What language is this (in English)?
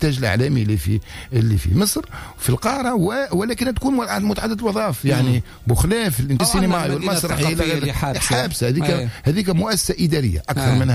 Tunisian Arabic